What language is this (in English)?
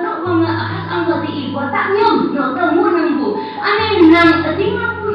Konyak Naga